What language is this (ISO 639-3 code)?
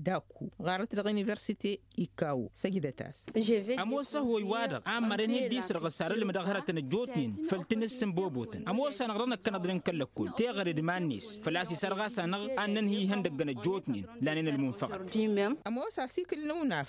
taq